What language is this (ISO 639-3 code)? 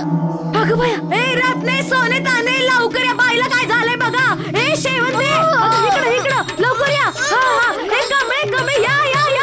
mar